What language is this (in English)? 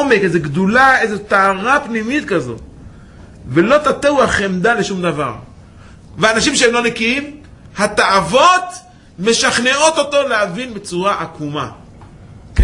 Hebrew